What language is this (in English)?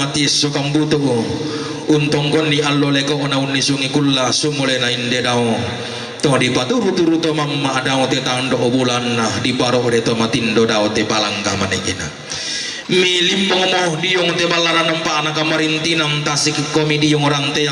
Toraja-Sa'dan